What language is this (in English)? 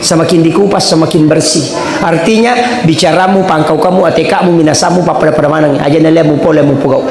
Buginese